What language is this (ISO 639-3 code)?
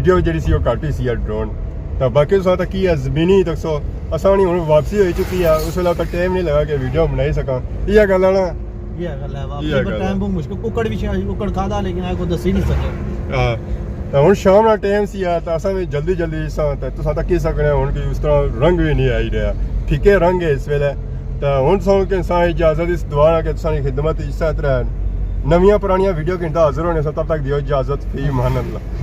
phr